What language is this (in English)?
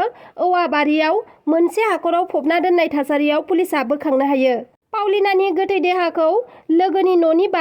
Bodo